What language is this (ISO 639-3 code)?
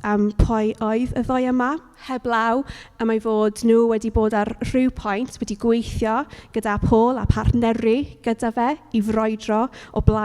cym